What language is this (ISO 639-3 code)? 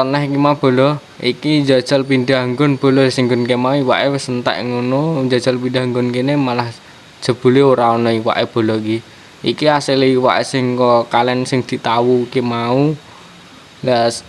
jav